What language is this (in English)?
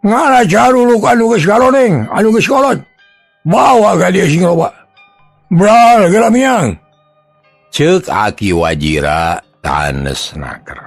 Sundanese